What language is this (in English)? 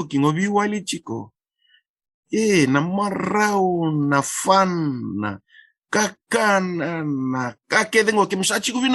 Fijian